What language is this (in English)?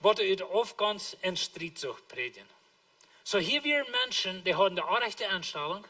Plautdietsch